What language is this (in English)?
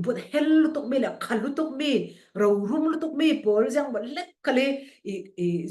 Falam Chin